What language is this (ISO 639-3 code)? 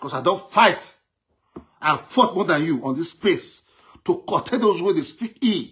pcm